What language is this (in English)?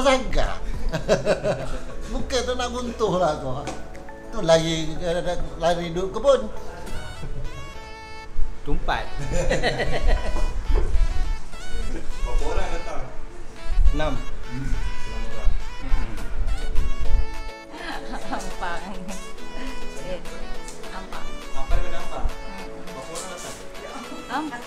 Malay